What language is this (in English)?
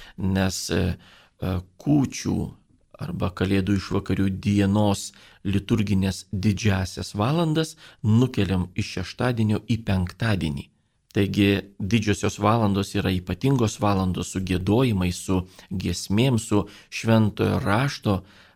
Lithuanian